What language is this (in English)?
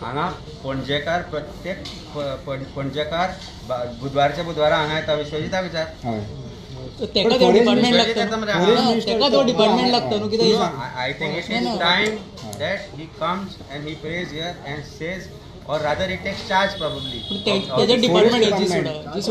Konkani